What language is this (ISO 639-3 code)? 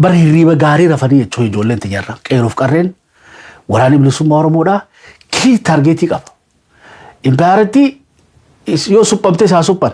orm